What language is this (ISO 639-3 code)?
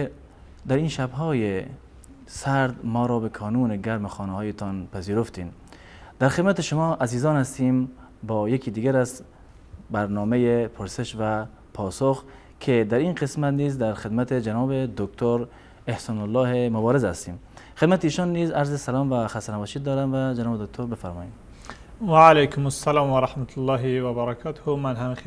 fas